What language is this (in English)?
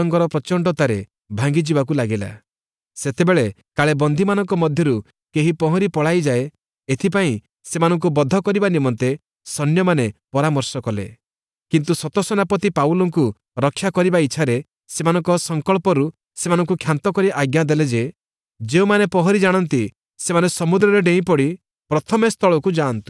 Odia